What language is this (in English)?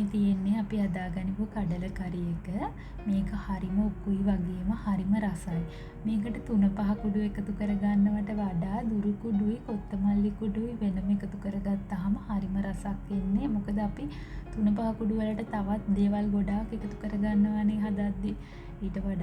Sinhala